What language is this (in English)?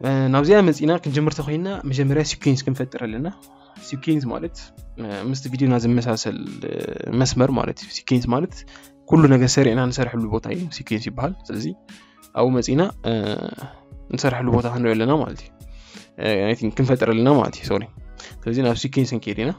Tigrinya